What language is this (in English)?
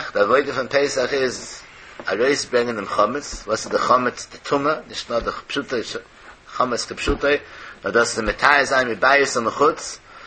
Yiddish